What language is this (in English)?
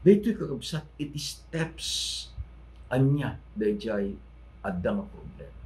Iloko